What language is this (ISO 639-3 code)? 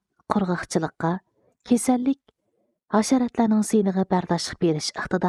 uig